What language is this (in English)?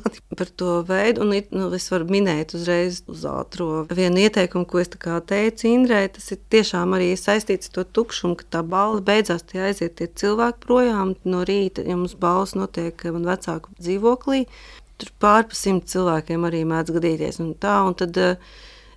Latvian